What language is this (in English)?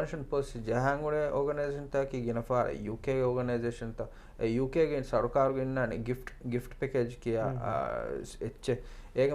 Divehi